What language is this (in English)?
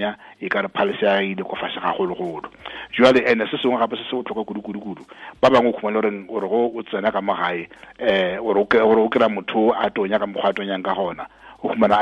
Tswana